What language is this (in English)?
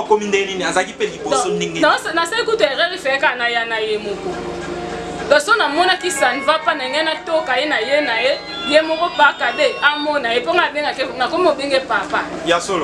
Lingala